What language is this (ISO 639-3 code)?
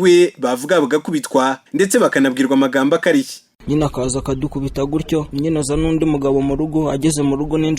kin